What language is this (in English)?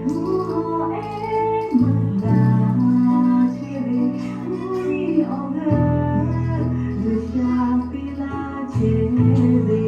Lahu